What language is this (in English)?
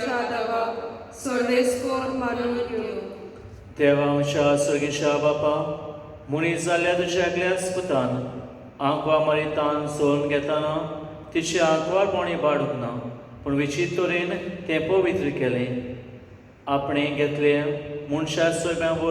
Konkani